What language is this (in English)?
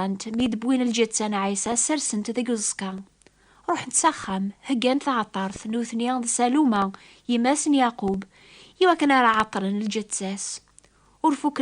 Kabyle